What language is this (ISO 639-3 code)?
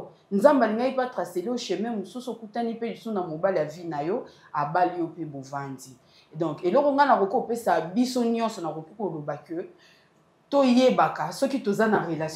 lin